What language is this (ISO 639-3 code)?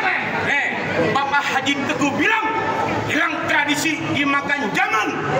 bew